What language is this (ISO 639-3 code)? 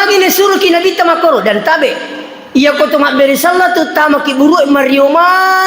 bug